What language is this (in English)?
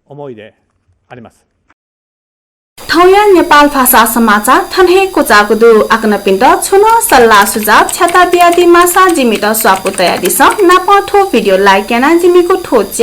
Newari